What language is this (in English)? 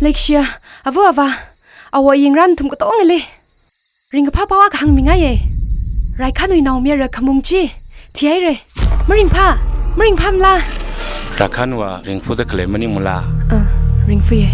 Tangkhul Naga (India)